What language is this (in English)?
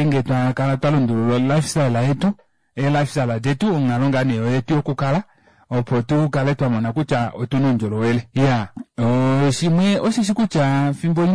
Kuanyama